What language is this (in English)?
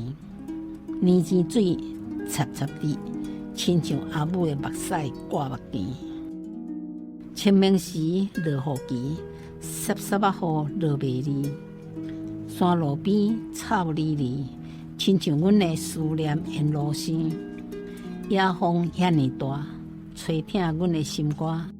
Min Nan Chinese